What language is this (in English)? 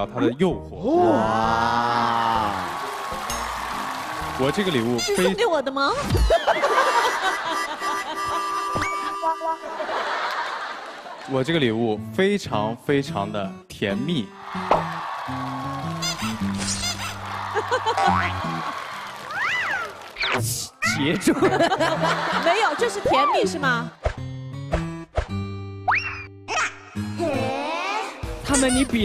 Chinese